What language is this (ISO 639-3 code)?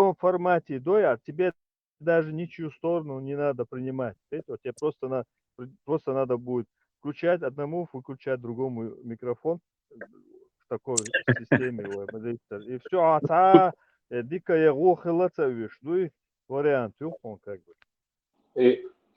che